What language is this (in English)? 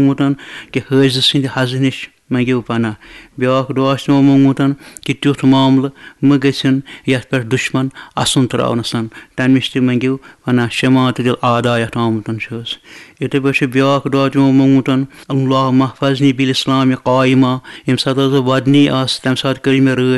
Kashmiri